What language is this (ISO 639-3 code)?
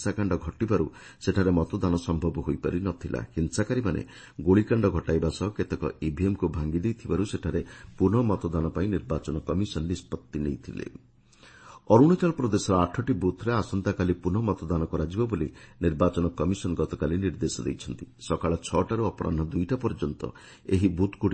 ori